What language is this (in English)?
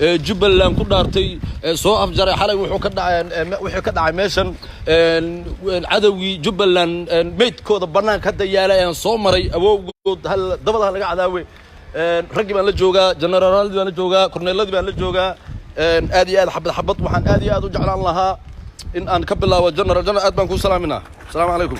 Somali